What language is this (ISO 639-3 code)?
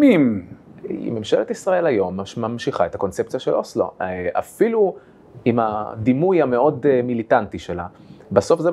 heb